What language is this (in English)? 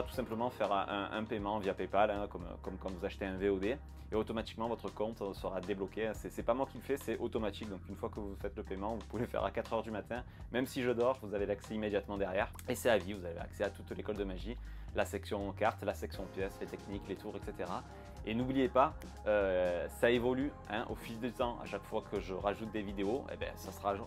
French